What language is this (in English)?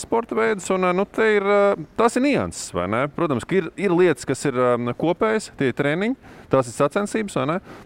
Latvian